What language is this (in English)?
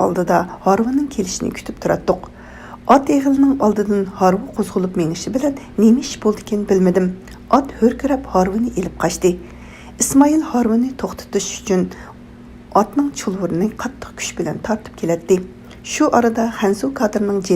Uyghur